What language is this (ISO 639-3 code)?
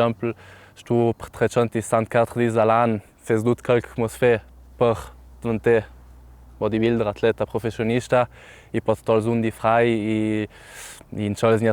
lld